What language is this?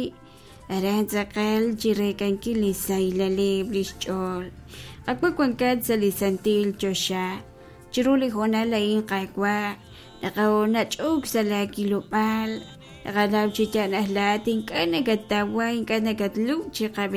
Kekchí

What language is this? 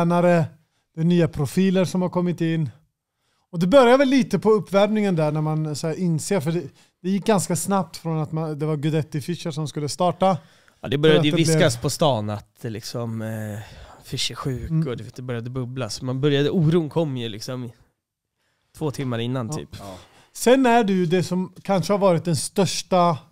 Swedish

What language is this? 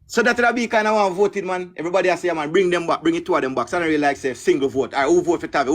Jamaican Creole English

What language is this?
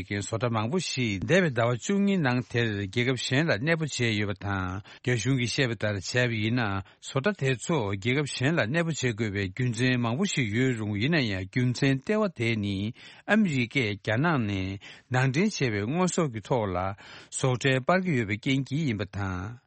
Tibetan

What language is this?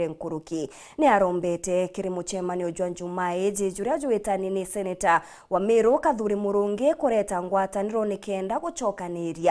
Meru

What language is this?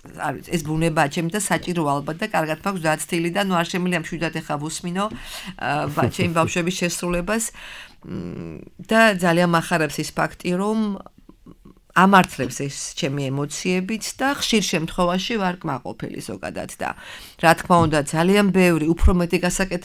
Georgian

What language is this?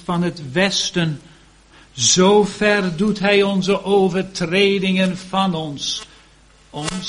Dutch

